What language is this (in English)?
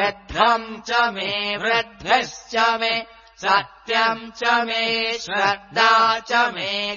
Sanskrit